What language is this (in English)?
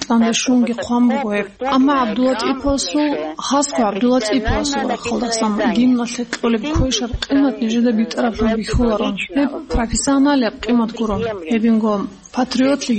Avaric